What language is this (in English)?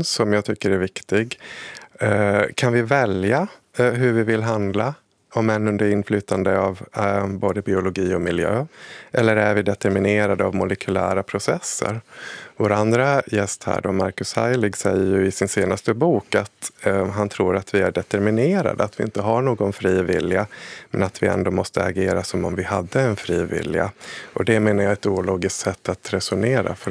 Swedish